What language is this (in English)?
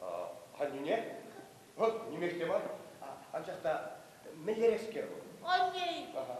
Chuvash